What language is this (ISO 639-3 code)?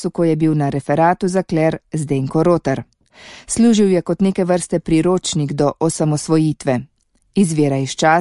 slv